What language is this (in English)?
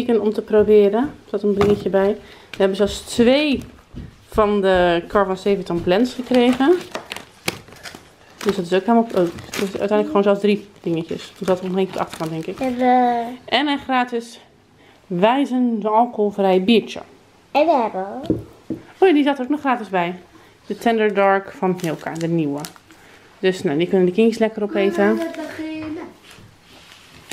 Dutch